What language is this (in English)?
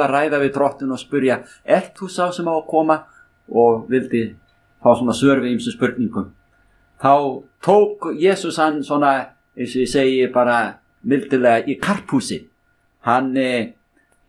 Icelandic